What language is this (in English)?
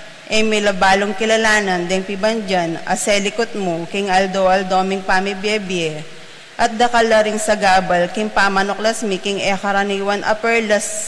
Pampanga